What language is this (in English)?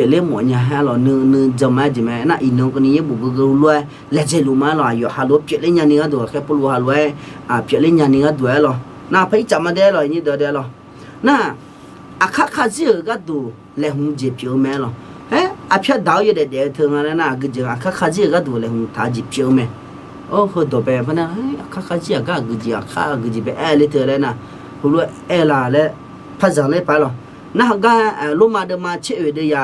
Akha